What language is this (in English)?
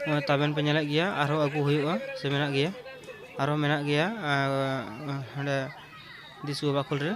Santali